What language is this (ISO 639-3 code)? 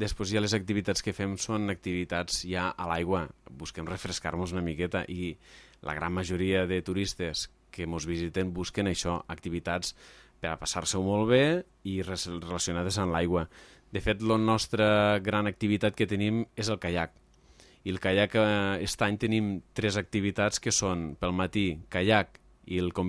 cat